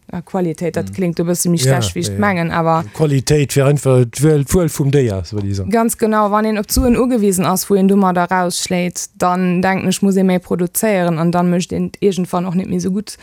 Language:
Luxembourgish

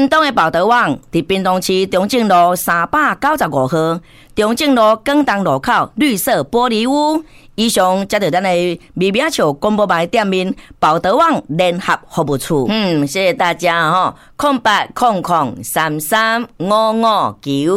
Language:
Min Nan Chinese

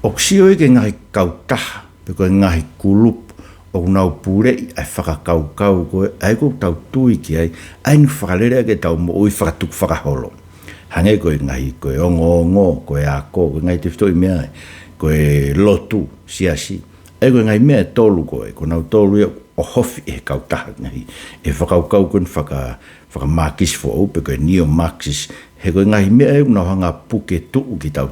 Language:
Tongan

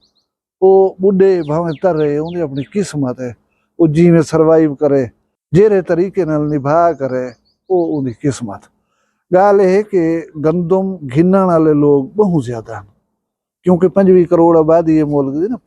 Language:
Saraiki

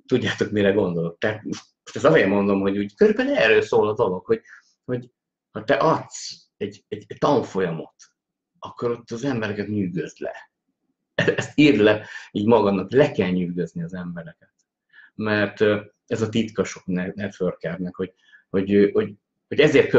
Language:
Hungarian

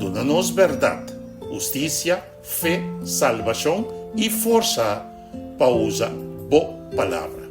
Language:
Papiamento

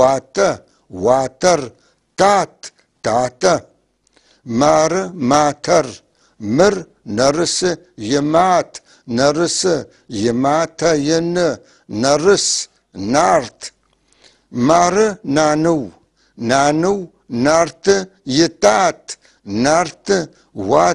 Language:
North Levantine Arabic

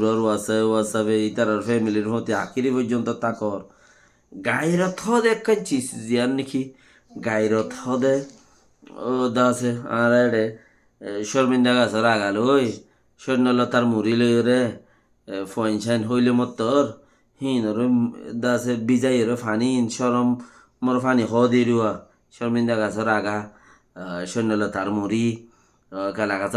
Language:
Rohingya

